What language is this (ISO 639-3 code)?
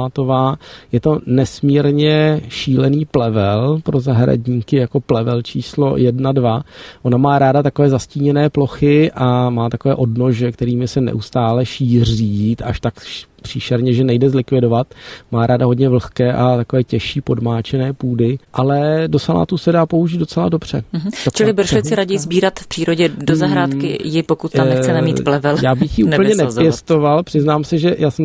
ces